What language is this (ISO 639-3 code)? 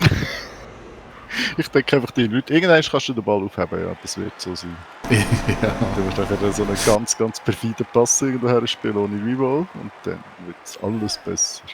gsw